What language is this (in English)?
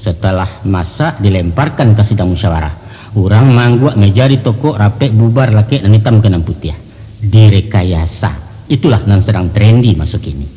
Minangkabau